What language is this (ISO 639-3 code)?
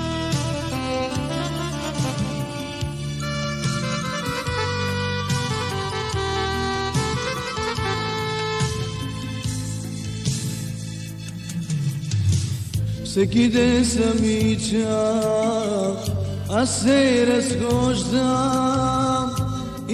bul